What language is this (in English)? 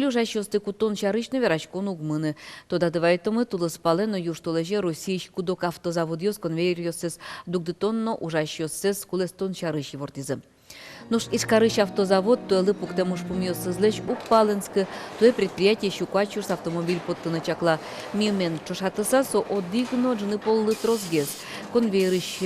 Udmurt